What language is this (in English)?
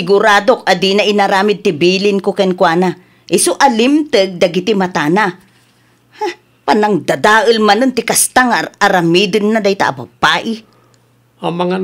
Iloko